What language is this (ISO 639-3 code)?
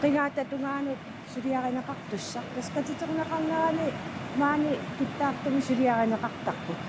kal